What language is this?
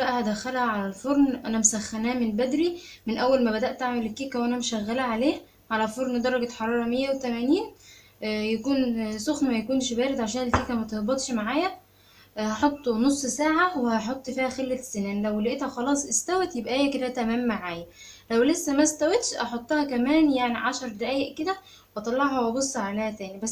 Egyptian Arabic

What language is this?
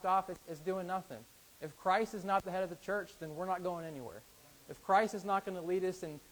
English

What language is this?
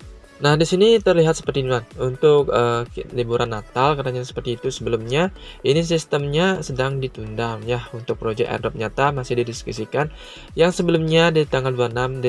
Indonesian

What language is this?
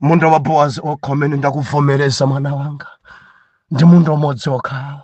Nyanja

